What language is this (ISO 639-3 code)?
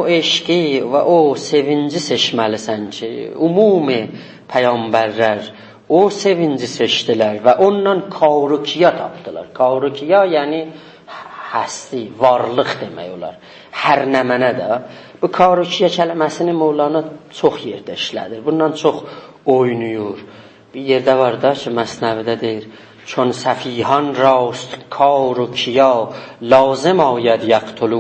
azb